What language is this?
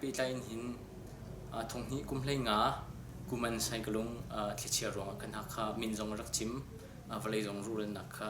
Hakha Chin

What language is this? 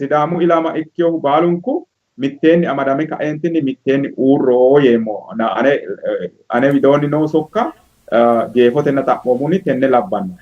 Sidamo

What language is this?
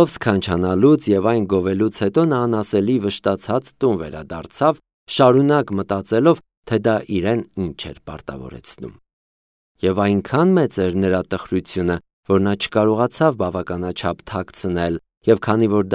Armenian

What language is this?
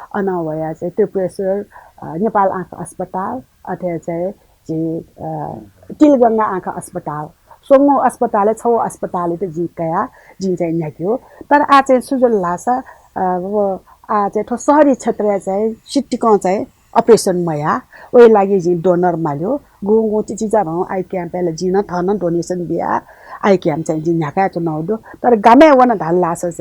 Newari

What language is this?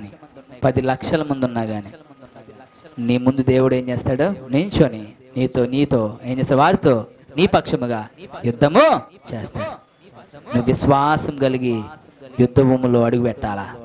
Telugu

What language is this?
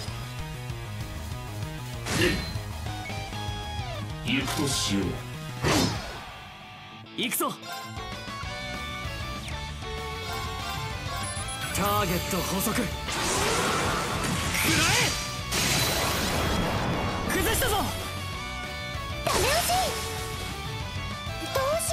Japanese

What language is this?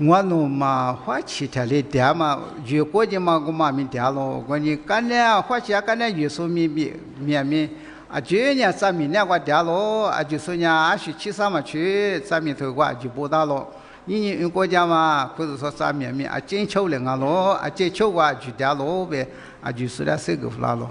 Lisu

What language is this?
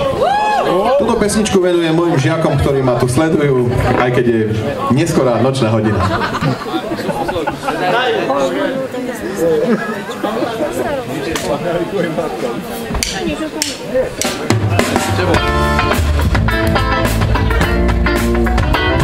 Slovak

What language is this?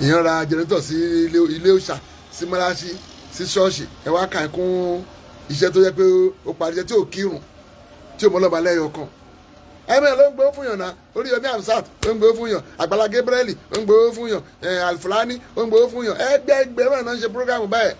Yoruba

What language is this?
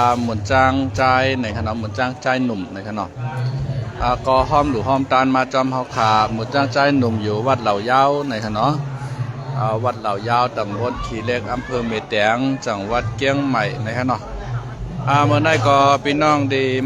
Shan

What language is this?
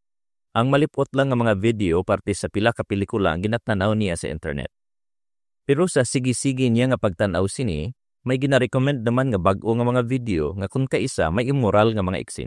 Hiligaynon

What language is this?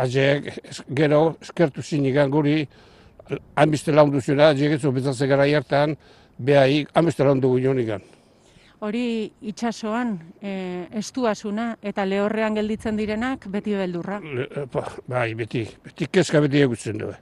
Basque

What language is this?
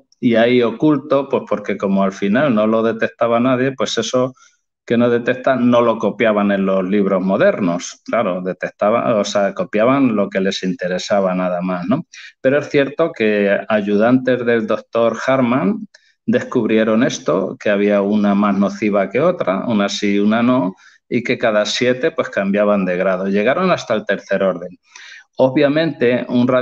Spanish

